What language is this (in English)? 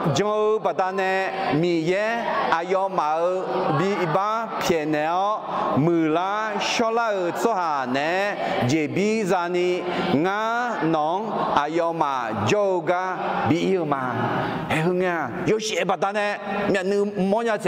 Akha